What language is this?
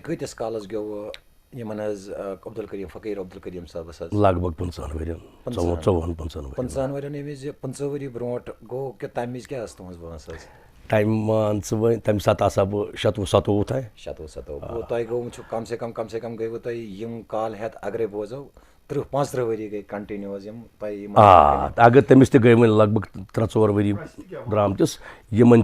Kashmiri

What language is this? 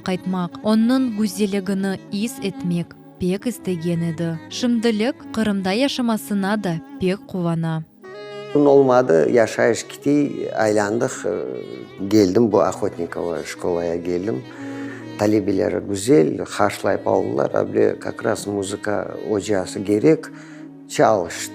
Crimean Tatar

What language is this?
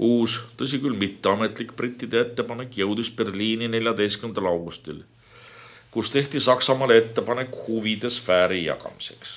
Estonian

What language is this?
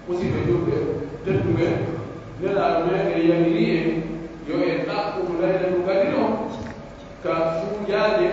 Pular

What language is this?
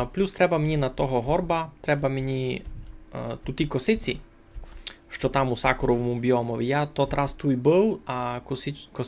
Rusyn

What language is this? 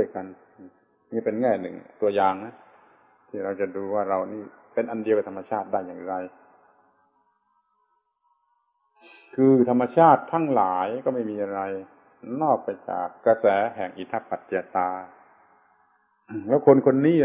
Thai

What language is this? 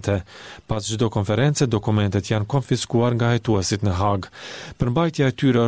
Albanian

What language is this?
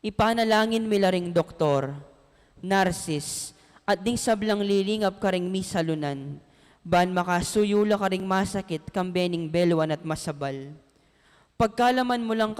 Pampanga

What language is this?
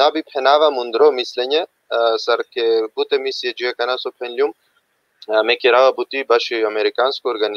Balkan Romani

